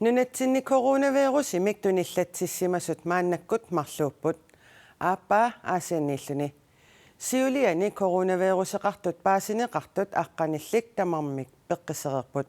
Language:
Kalaallisut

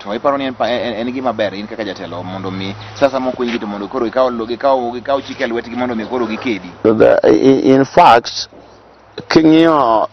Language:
Luo (Kenya and Tanzania)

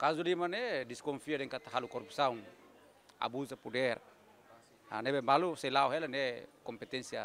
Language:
Tetum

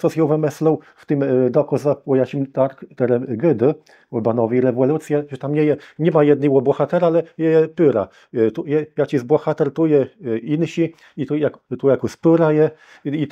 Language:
Kashubian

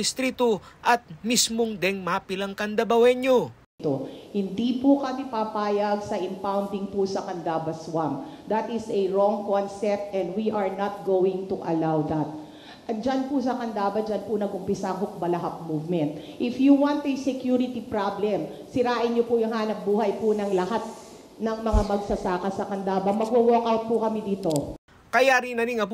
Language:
Pampanga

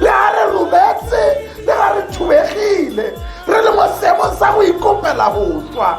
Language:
Tswana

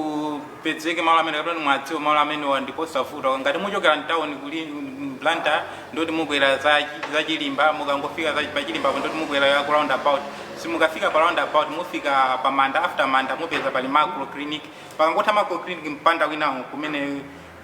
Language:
Nyanja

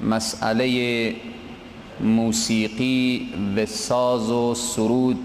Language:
Persian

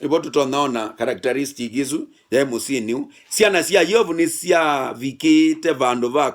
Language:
Kamba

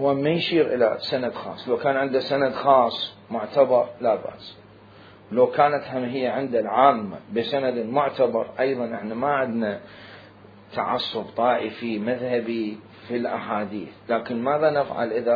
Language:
Mesopotamian Arabic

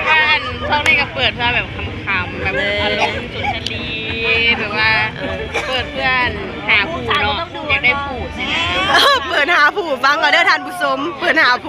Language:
Lao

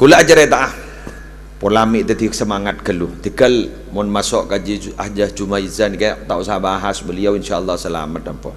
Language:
Madurese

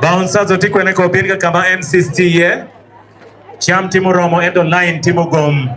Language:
Acoli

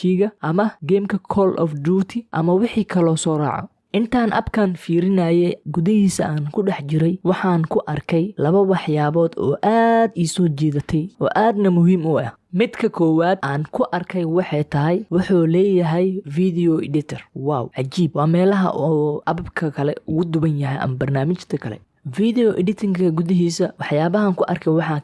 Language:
Somali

